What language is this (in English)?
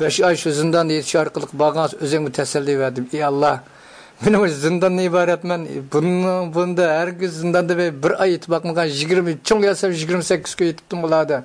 Uyghur